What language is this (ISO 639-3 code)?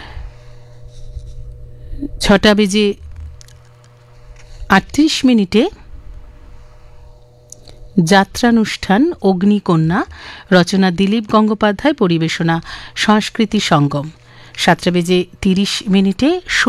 ben